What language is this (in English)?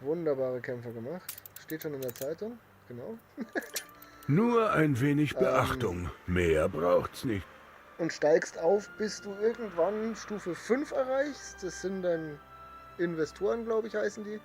Bavarian